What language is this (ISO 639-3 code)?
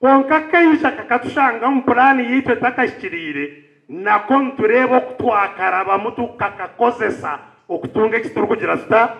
nyn